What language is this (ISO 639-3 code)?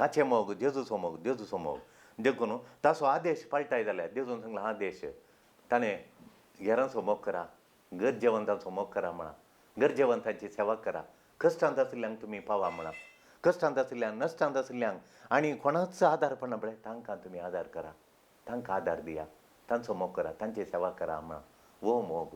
kok